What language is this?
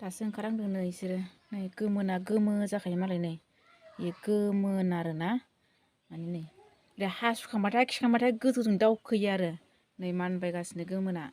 Bodo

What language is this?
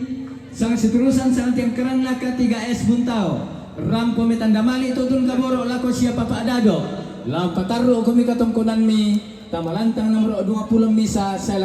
Toraja-Sa'dan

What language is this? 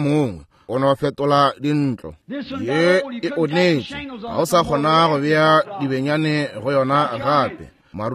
Northern Sotho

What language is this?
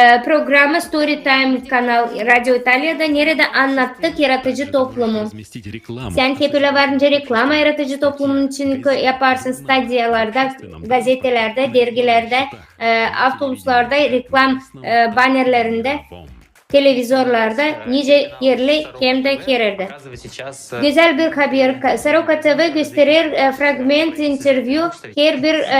Gagauz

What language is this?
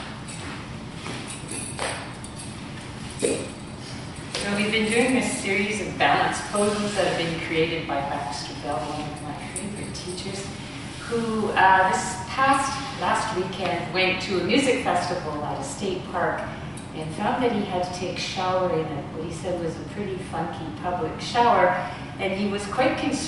English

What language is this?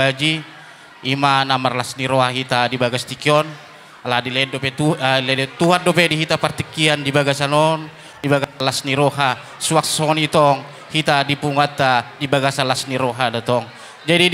Batak Toba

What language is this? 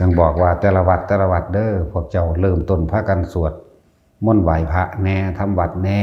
Northeastern Thai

